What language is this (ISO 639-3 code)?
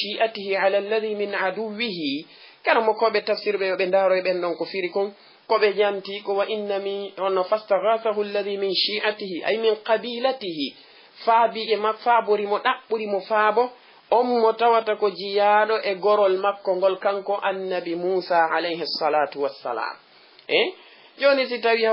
ful